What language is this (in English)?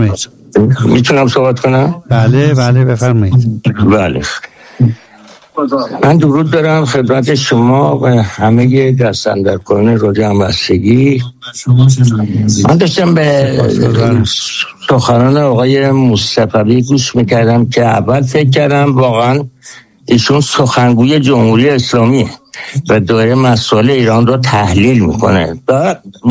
Persian